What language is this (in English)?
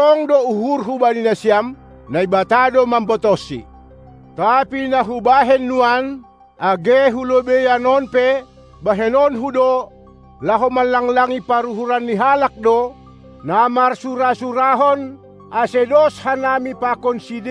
Batak Simalungun